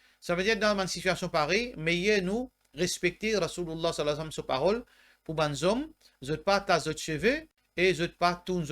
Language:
Morisyen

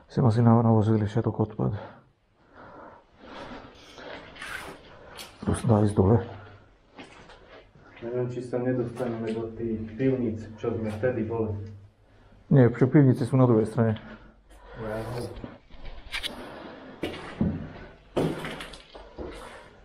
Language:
Slovak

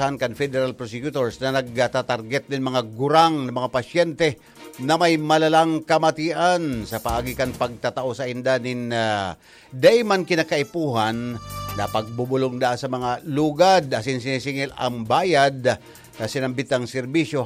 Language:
Bikol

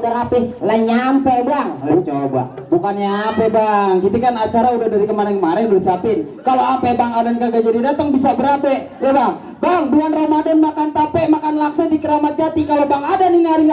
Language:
Betawi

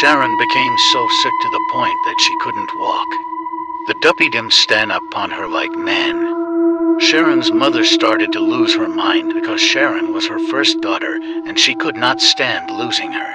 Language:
Jamaican Creole English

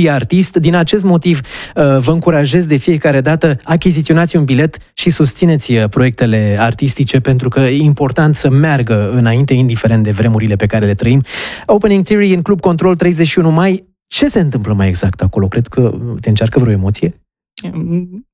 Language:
Romanian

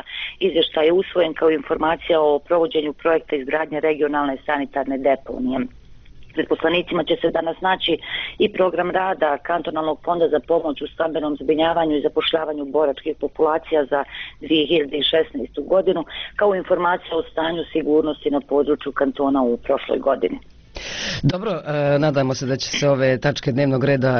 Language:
Bosnian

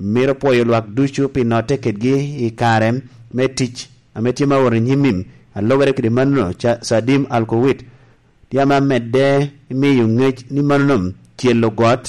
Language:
Lango (Uganda)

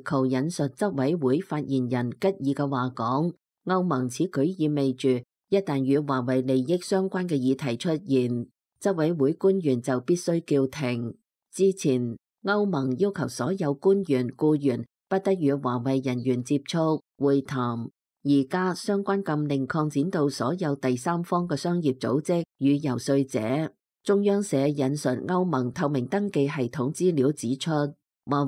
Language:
Cantonese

